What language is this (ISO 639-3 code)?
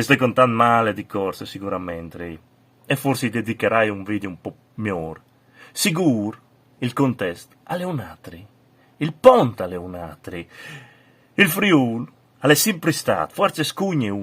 fur